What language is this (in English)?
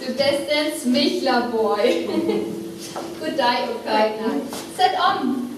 Northern Frisian